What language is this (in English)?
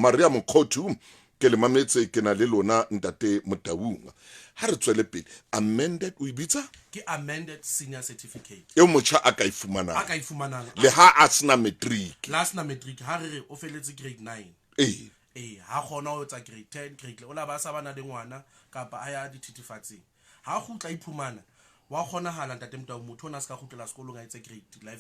Southern Sotho